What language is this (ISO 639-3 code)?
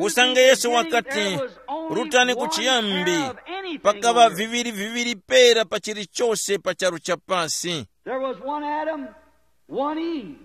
tum